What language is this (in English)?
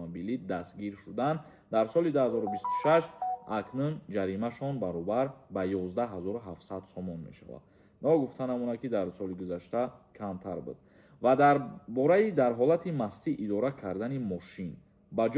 Tajik